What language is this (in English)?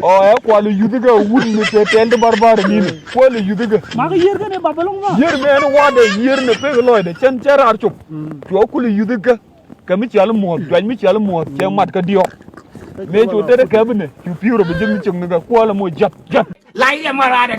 Nuer